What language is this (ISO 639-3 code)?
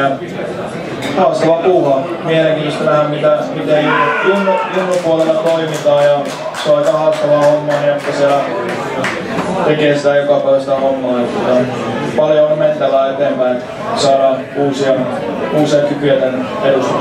fin